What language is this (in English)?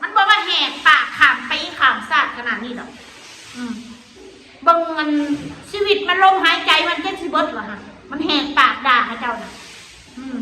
Northeastern Thai